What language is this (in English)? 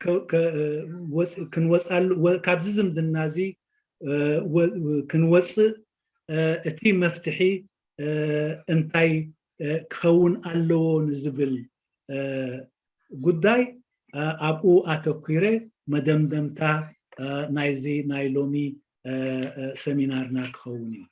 Tigrinya